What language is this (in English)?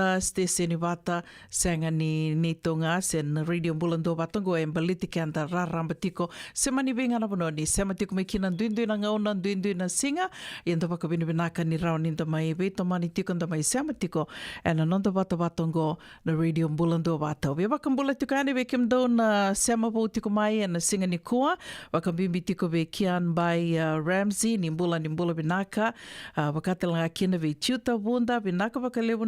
Fijian